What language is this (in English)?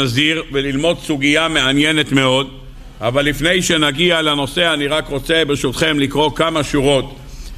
Hebrew